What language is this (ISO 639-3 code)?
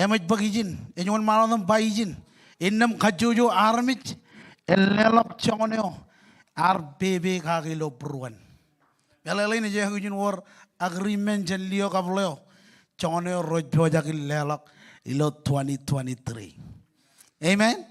mah